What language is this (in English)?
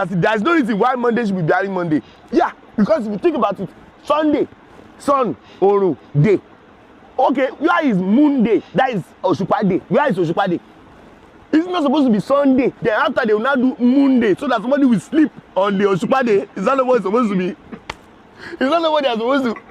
Nigerian Pidgin